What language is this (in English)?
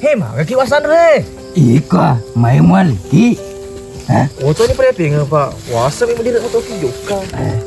Buginese